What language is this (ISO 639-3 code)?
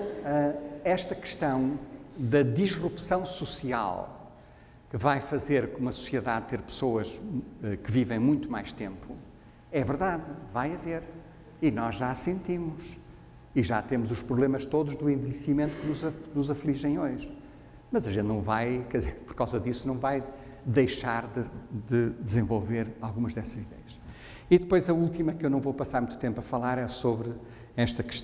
por